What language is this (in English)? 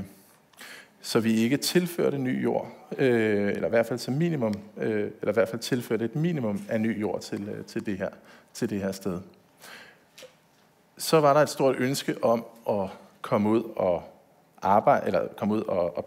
Danish